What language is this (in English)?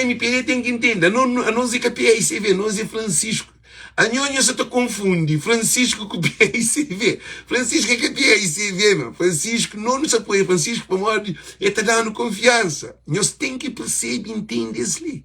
Kabuverdianu